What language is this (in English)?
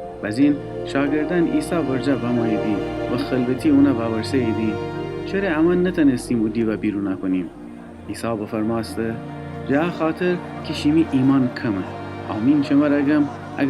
Gilaki